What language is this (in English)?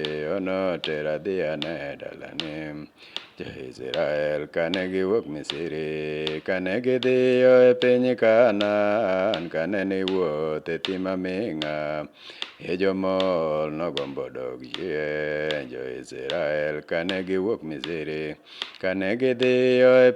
Luo (Kenya and Tanzania)